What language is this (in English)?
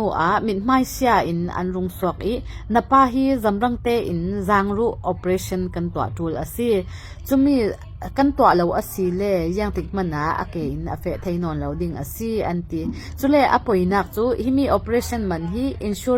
Falam Chin